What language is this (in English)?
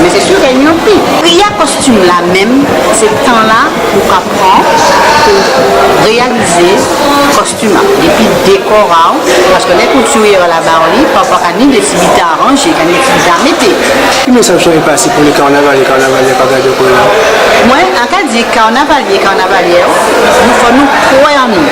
Guadeloupean Creole French